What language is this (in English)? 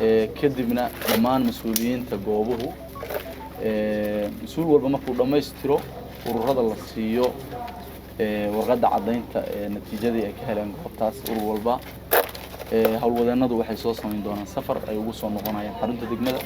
Somali